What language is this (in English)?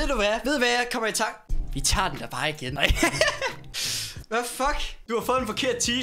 Danish